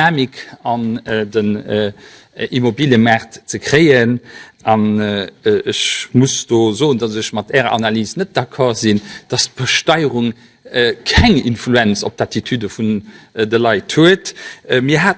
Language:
Luxembourgish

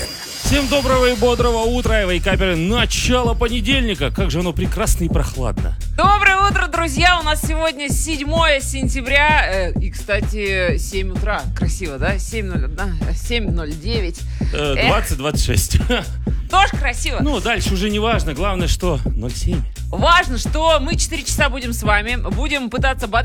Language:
Russian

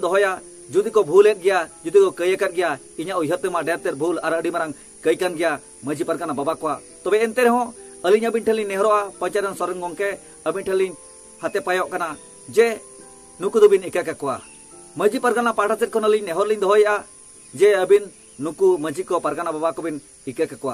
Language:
Santali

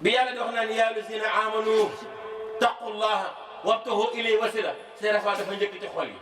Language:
Wolof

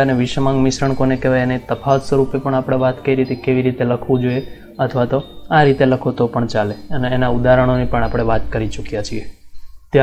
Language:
Gujarati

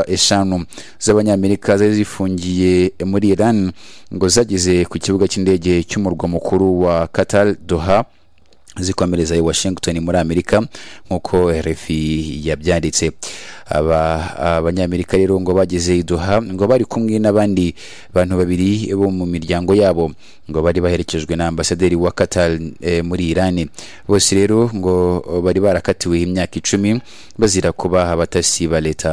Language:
Kinyarwanda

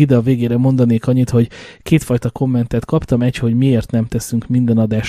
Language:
Hungarian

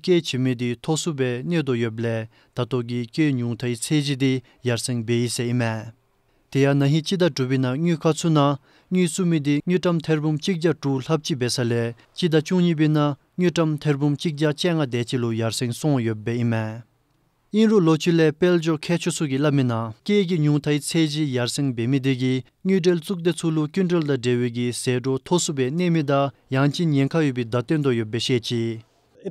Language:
Dzongkha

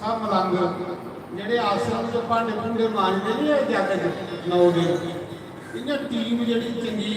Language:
Dogri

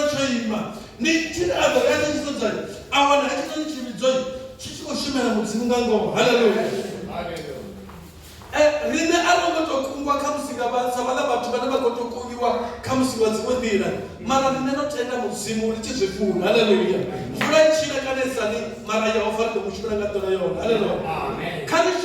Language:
Venda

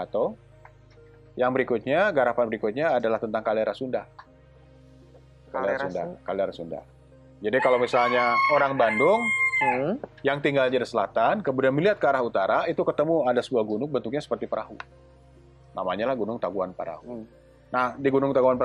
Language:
Indonesian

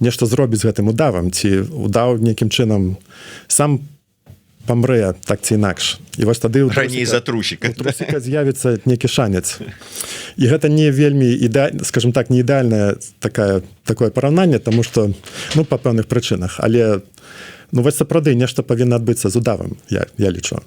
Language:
Belarusian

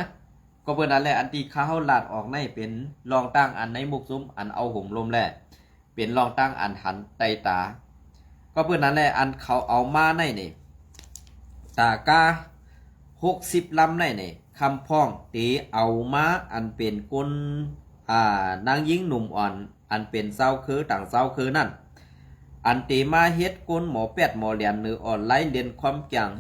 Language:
Shan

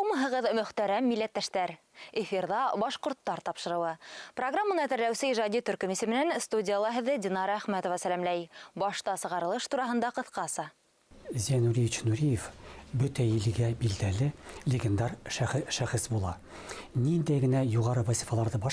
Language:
Bashkir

